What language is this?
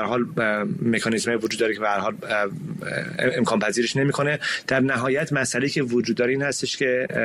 Persian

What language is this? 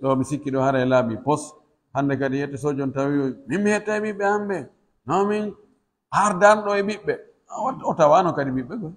Pular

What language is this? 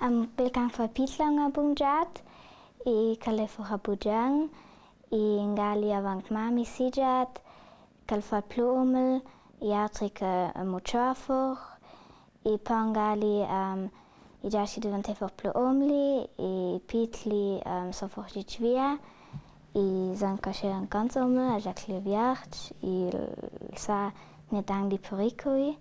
Ladin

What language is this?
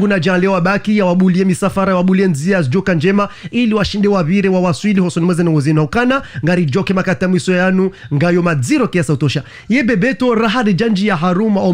Ngazidja Comorian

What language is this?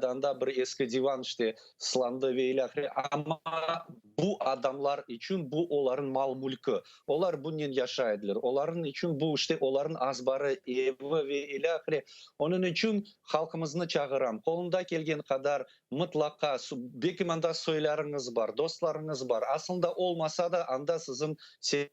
Crimean Tatar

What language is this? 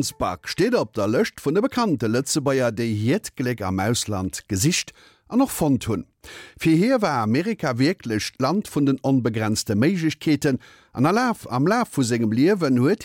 Luxembourgish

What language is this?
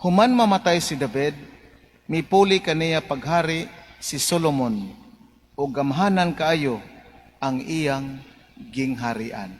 Cebuano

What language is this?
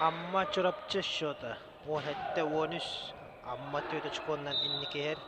Yakut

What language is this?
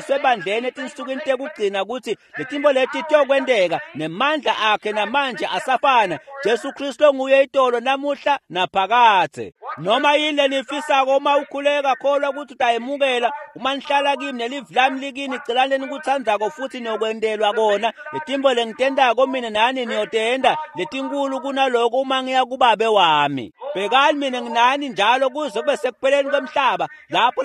Swati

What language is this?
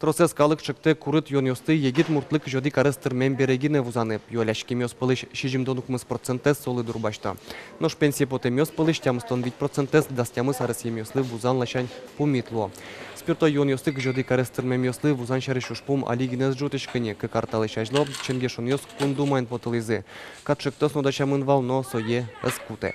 Udmurt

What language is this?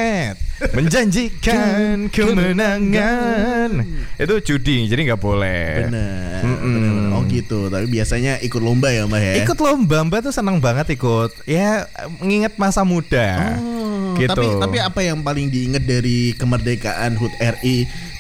Indonesian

